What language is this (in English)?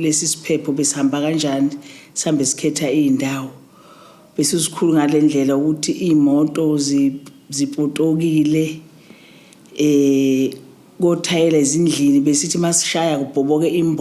Zulu